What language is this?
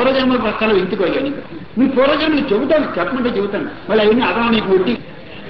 Telugu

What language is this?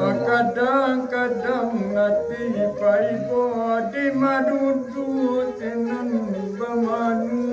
Minangkabau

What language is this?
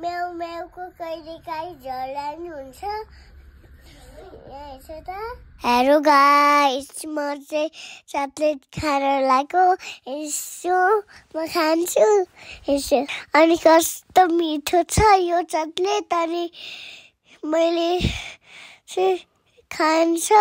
Nepali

